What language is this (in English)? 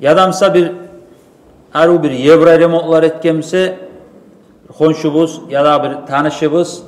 Kumyk